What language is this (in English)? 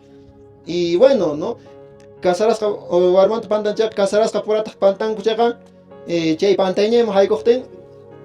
Quechua